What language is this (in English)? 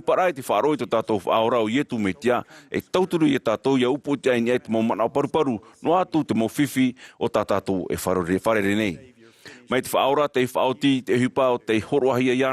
Tahitian